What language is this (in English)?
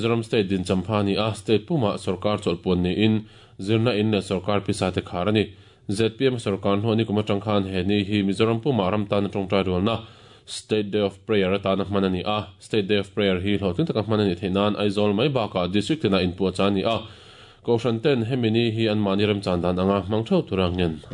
Mizo